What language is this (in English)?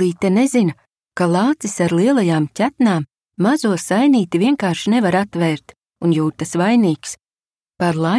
Latvian